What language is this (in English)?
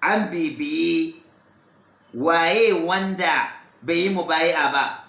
Hausa